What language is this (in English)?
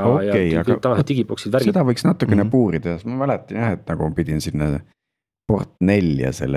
Estonian